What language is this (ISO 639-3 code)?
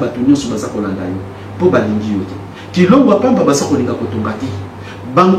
lin